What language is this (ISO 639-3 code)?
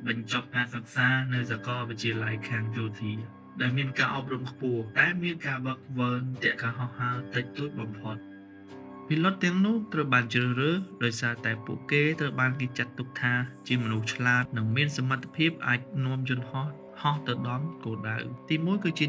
khm